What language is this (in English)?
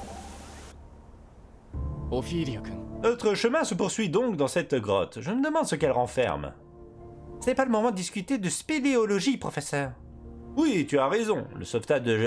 French